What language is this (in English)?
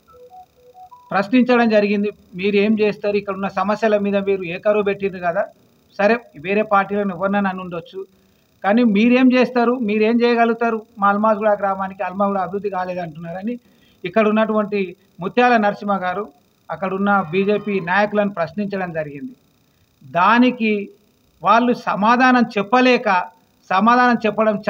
Telugu